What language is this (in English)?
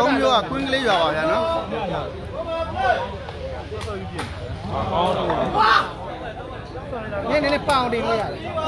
Burmese